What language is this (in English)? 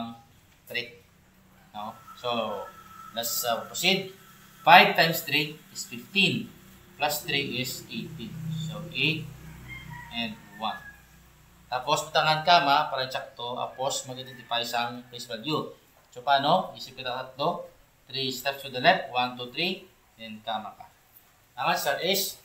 Hiligaynon